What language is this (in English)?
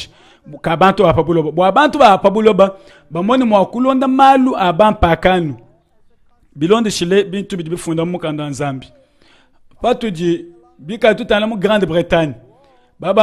Luba-Lulua